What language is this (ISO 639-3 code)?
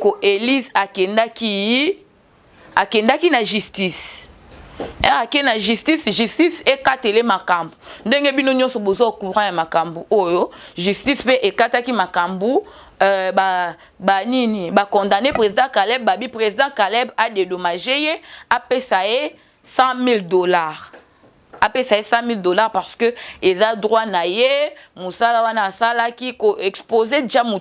lin